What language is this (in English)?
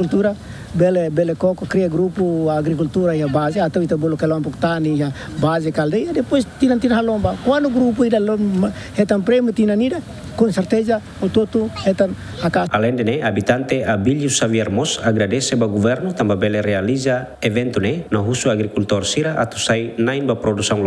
Tetum